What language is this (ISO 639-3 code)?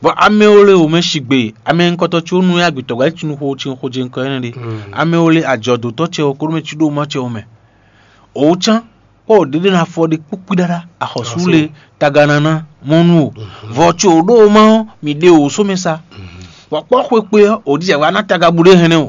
fon